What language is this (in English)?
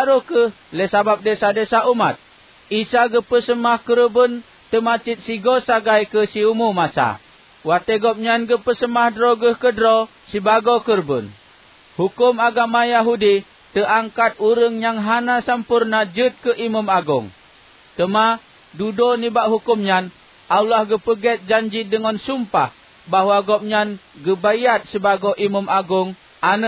Achinese